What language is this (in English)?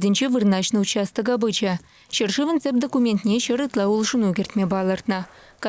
Chuvash